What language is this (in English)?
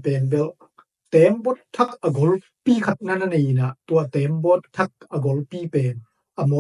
Tedim Chin